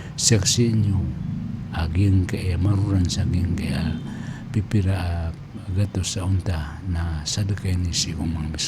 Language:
Maranao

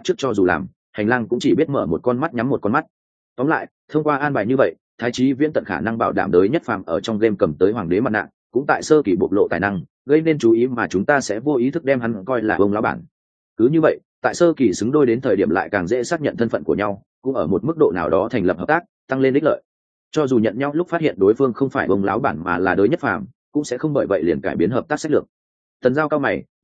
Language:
Vietnamese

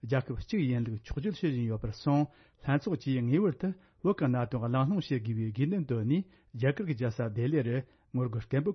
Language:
Tibetan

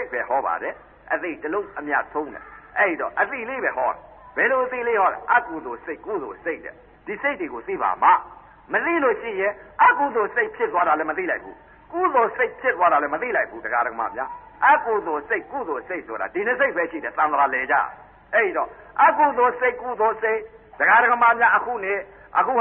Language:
Burmese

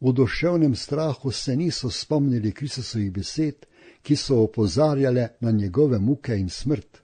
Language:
Slovenian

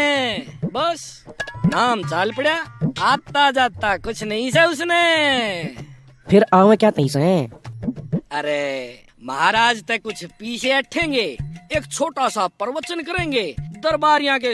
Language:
Haryanvi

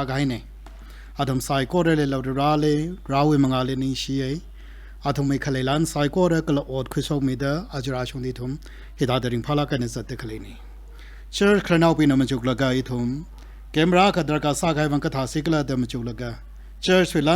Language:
Tangkhul Naga (India)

